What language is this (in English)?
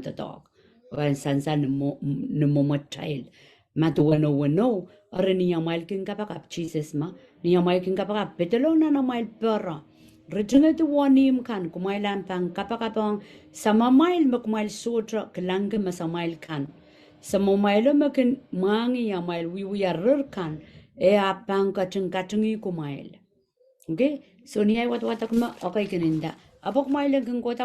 Pohnpeian